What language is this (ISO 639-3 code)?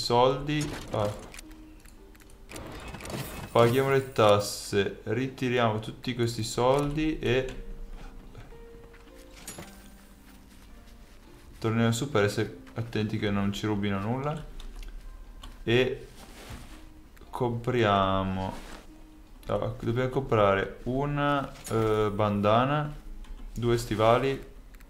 ita